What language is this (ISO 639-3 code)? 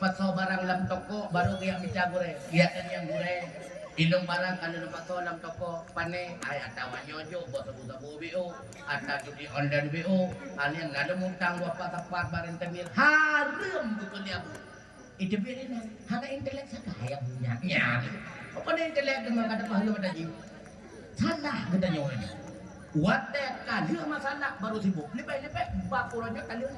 ace